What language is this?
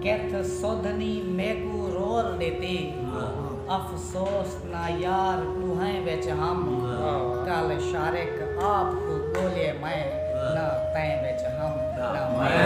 Saraiki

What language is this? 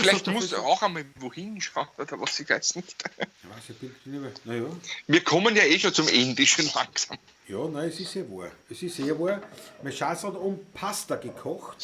Bavarian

